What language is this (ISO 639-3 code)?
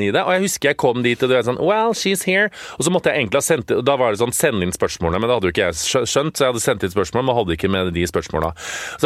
nor